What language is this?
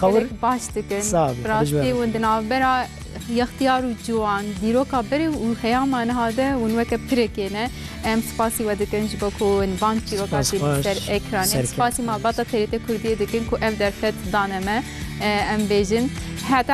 Kurdish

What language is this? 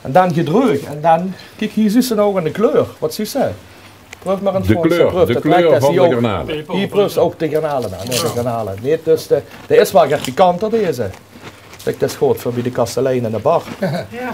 Limburgish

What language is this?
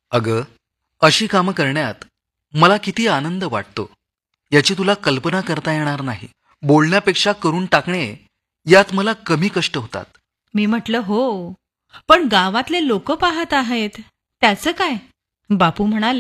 Marathi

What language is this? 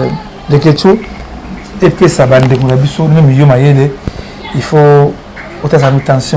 Lingala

